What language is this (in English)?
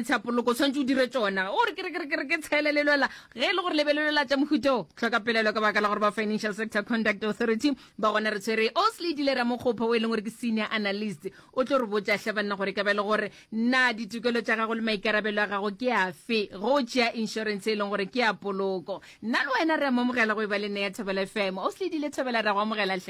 Northern Sotho